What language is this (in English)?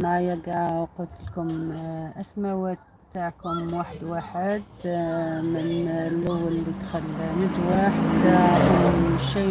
Algerian Arabic